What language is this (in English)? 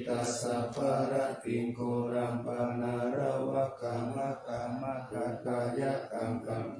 Pali